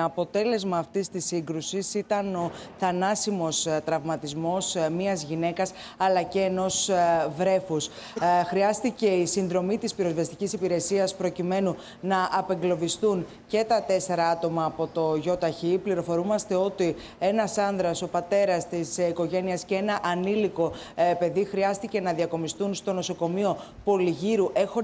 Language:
Greek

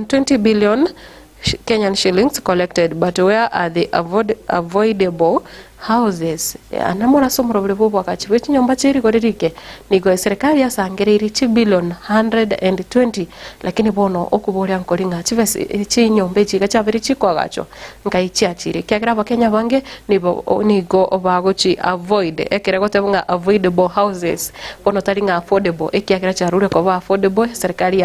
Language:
Gusii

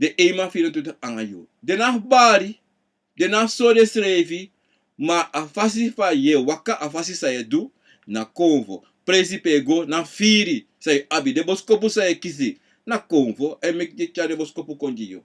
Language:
Sranan Tongo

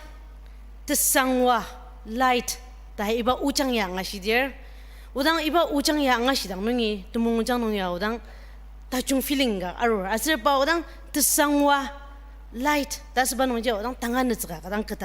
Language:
Ao Naga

